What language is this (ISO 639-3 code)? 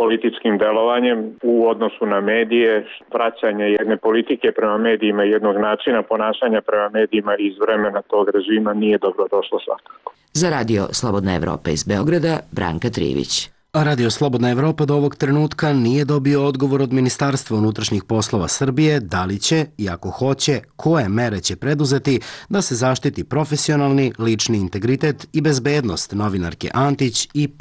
srp